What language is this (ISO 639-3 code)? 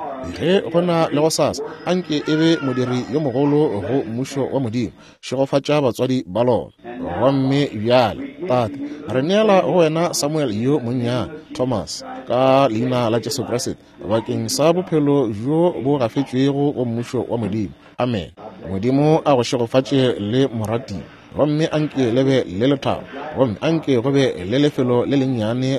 nso